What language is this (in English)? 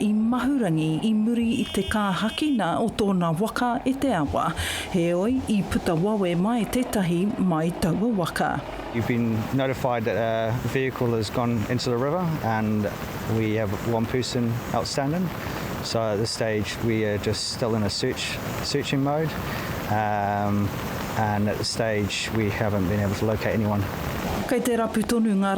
Māori